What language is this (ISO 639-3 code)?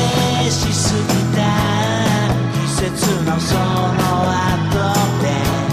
jpn